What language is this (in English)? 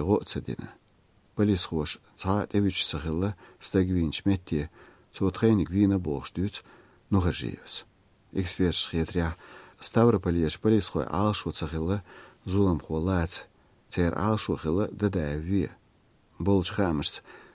Chechen